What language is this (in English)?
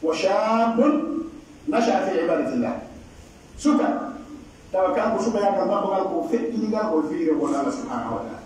Pular